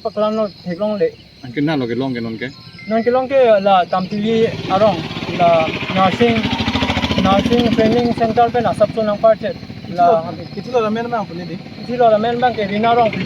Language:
Karbi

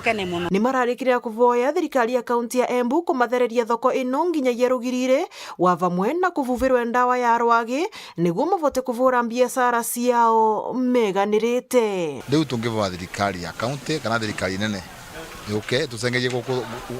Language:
Meru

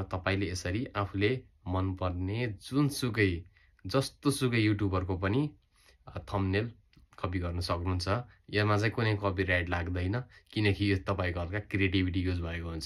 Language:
Nepali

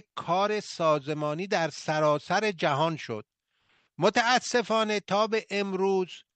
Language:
Persian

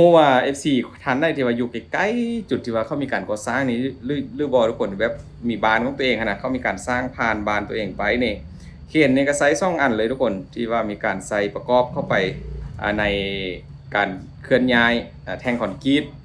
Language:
Lao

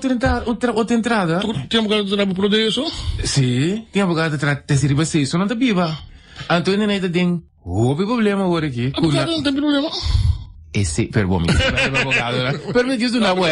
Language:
Papiamento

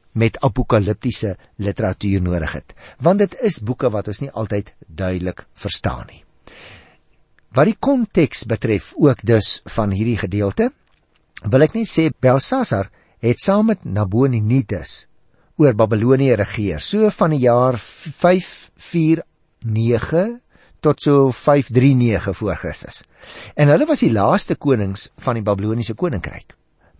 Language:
Afrikaans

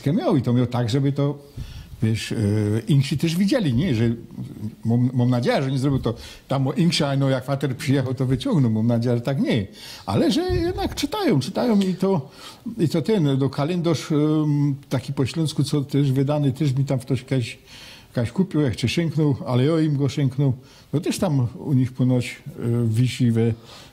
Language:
Silesian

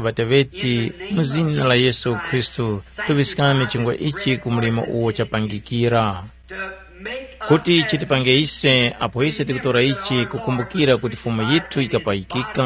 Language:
Tumbuka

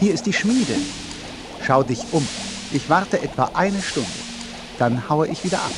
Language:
Bavarian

